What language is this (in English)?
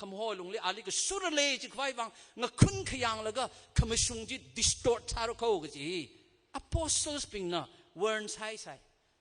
Tangkhul Naga (India)